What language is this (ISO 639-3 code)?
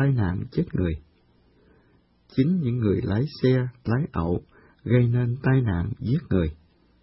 vie